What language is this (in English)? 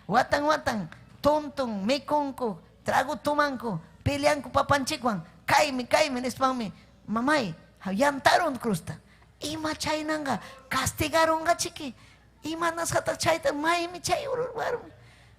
Ayacucho Quechua